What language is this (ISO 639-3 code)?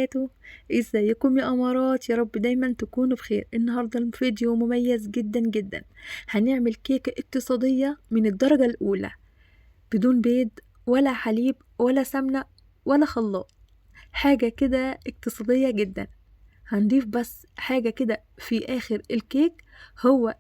arz